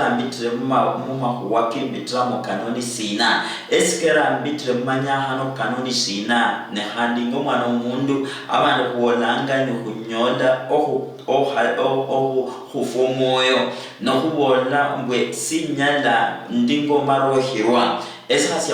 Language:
Luyia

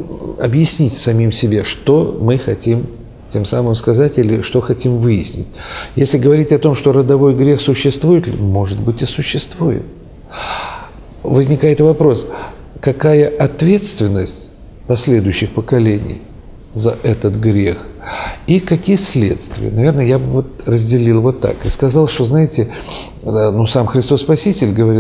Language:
Russian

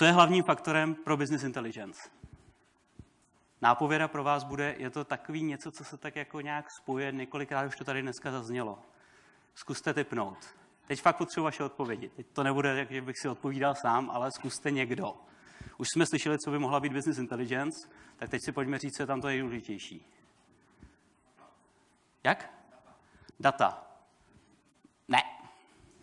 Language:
Czech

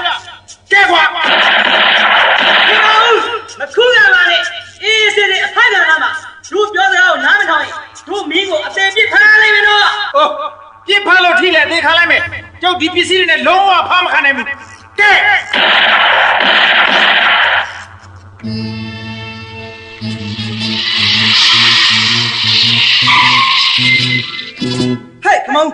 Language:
Burmese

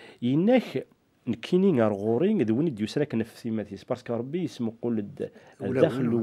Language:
Kabyle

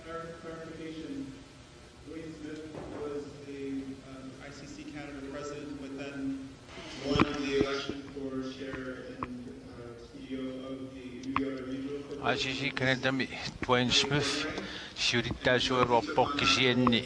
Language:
Kalaallisut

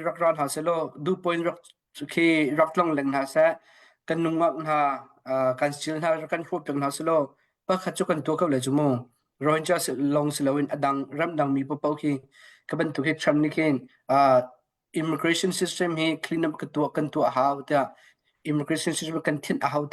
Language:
Hakha Chin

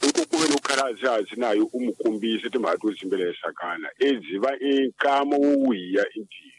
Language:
Tsonga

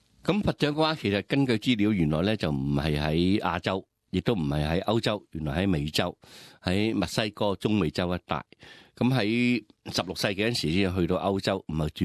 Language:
Cantonese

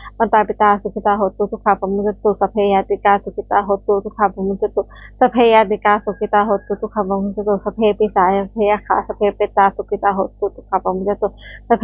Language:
Pali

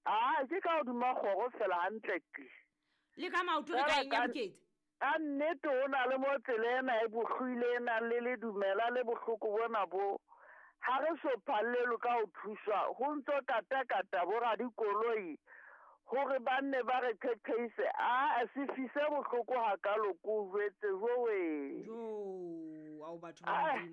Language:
Southern Sotho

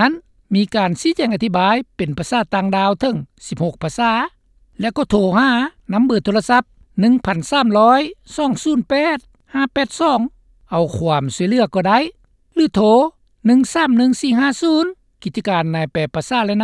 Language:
Lao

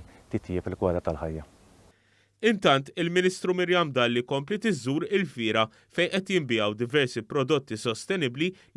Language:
Maltese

